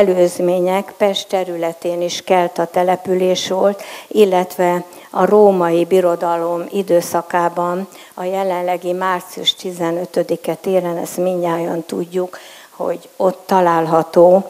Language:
Hungarian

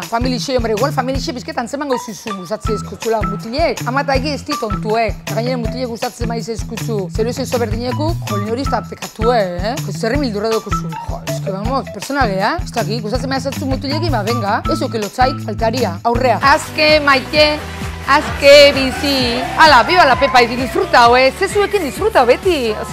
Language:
Basque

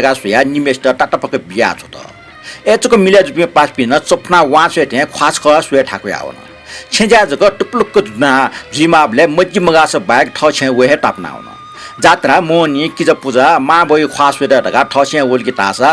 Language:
Newari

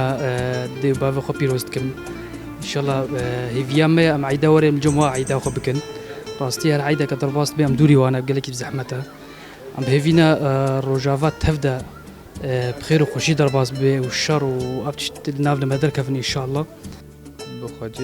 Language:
Kurdish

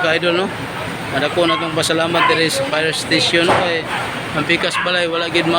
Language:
Cebuano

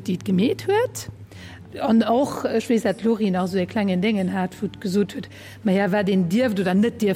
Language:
Luxembourgish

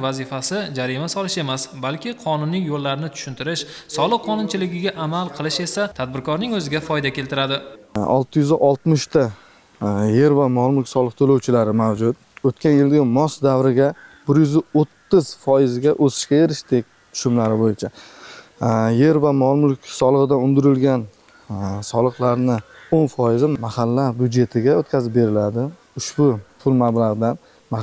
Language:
Uzbek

